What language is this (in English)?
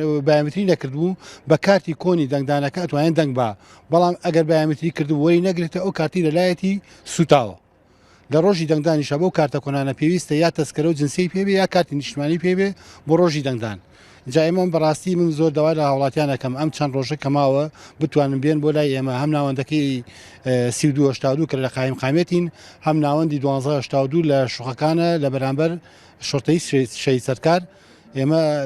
Central Kurdish